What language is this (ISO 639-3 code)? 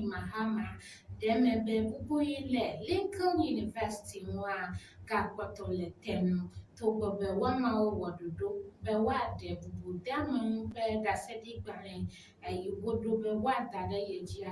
ewe